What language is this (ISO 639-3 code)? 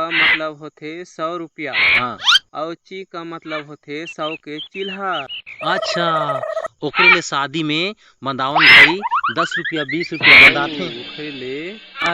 hne